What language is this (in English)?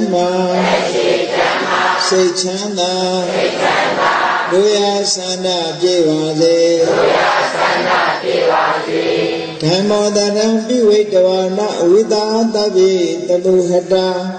Burmese